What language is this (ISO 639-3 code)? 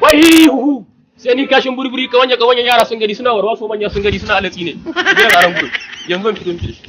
hau